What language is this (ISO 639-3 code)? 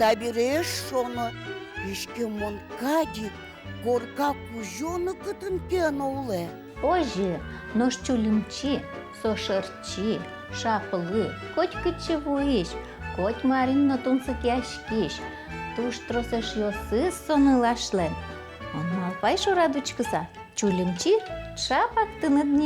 udm